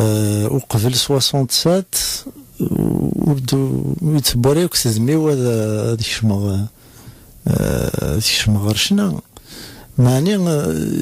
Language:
Kabyle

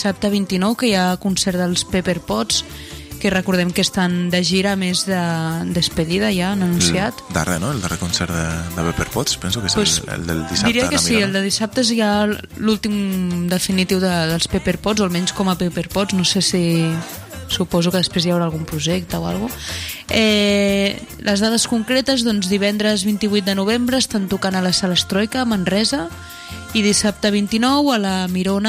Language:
Catalan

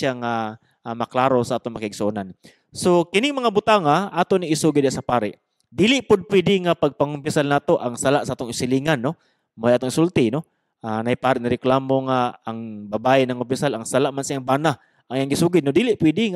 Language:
Cebuano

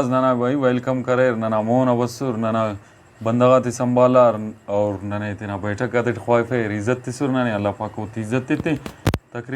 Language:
Brahui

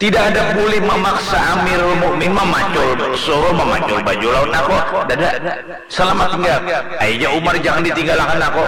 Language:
Banjar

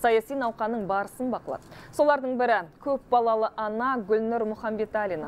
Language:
Kazakh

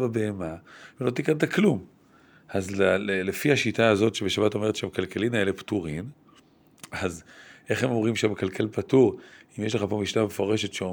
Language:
Hebrew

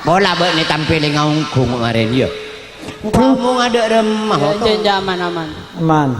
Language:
Madurese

